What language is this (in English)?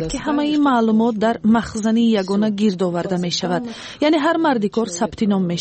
Tajik